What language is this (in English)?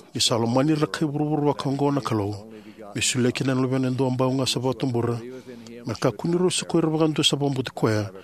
Fijian